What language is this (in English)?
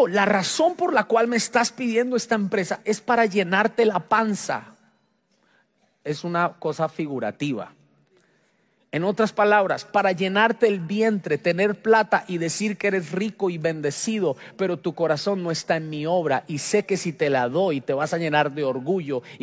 Spanish